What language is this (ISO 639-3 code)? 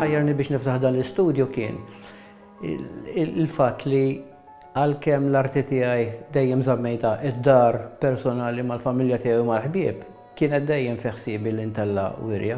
mlt